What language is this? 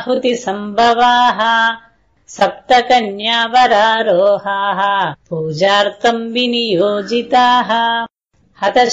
Sanskrit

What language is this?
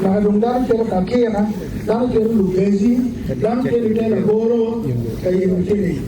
Acoli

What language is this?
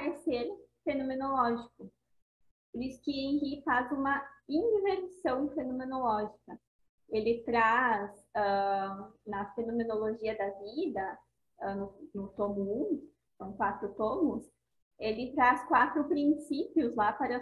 Portuguese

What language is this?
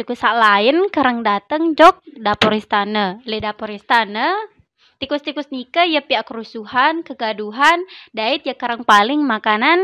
Sasak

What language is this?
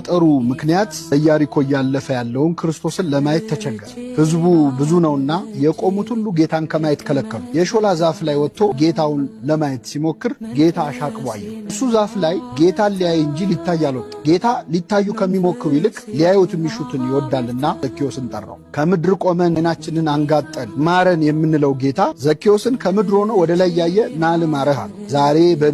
Amharic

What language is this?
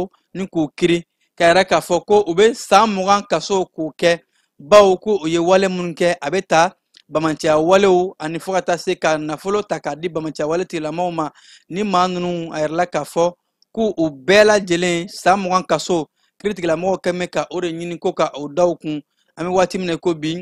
Bambara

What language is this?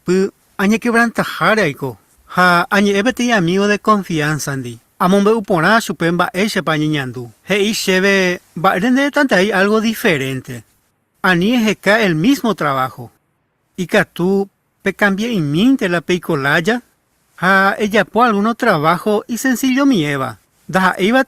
Guarani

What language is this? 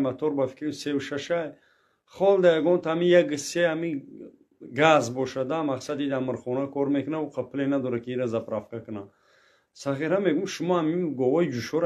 Tajik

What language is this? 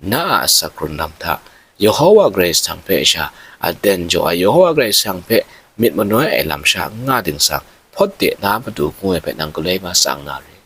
Kachin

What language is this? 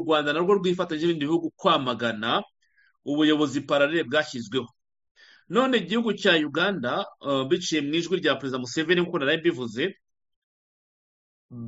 Kinyarwanda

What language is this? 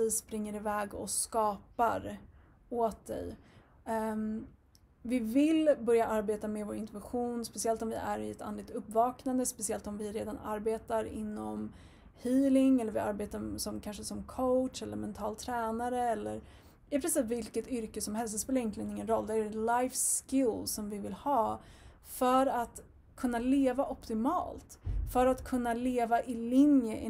Swedish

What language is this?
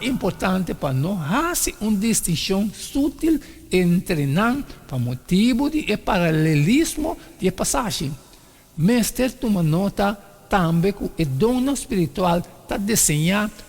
Papiamento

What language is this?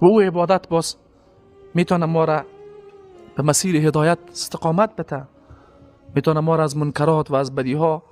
Persian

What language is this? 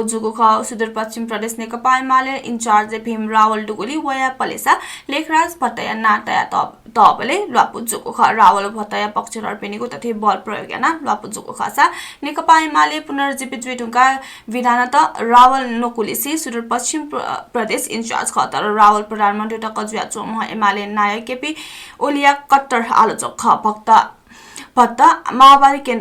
Newari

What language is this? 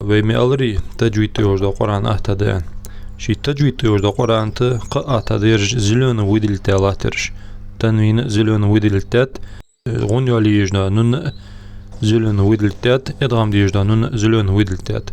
Ingush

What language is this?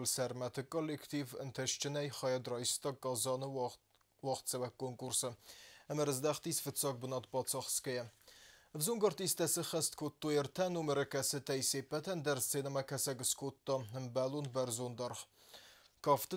Ossetic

